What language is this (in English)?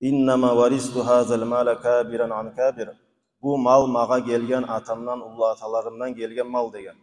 Kumyk